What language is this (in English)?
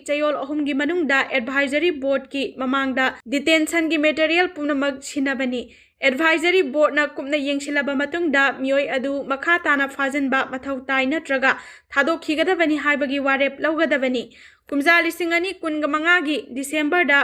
Manipuri